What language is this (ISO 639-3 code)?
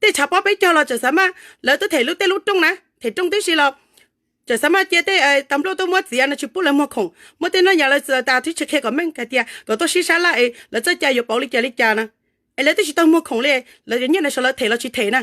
hmn